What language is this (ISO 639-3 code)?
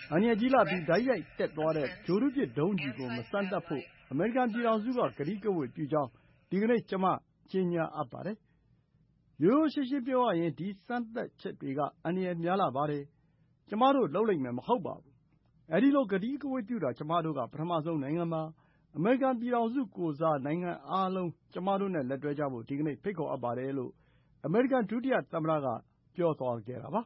mya